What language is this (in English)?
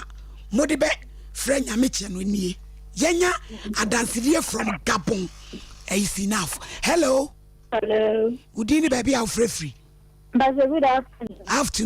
Akan